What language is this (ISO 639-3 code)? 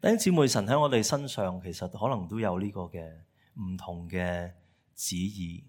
yue